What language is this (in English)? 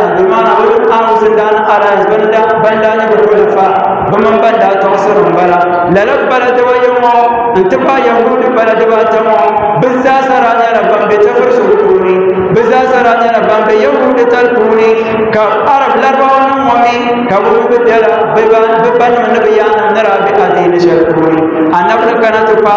Dagbani